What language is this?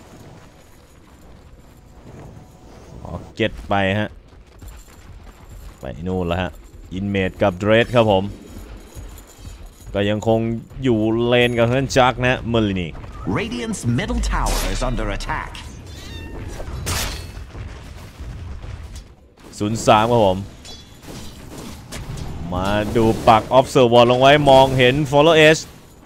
Thai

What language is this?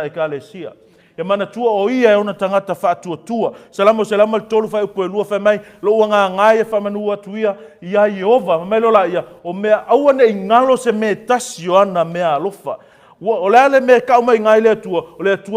Samoan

